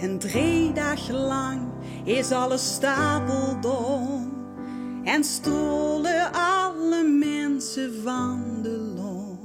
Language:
Limburgish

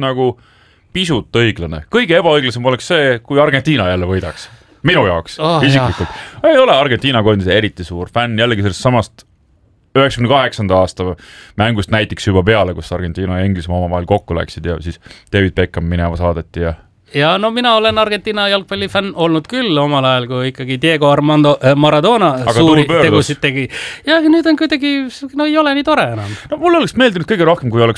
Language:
Estonian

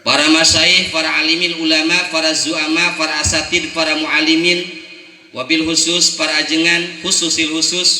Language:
Sundanese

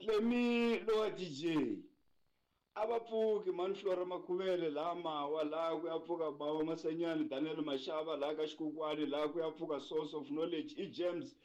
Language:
Tsonga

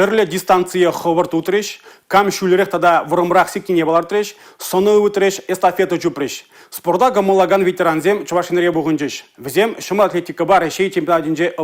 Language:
Chuvash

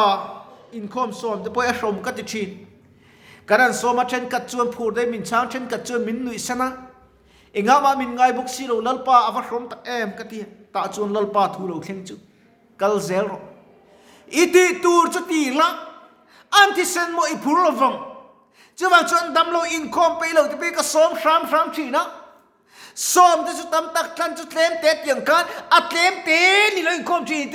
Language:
Mizo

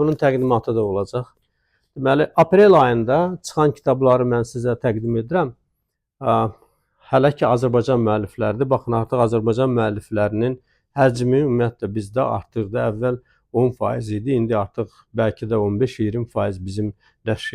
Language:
Azerbaijani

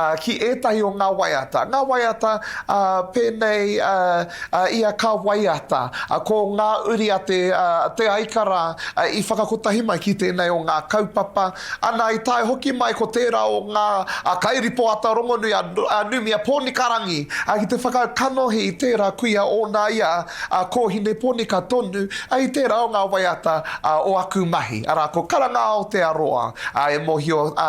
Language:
Māori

